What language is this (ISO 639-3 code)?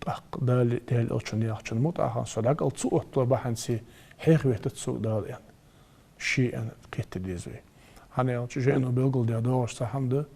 inh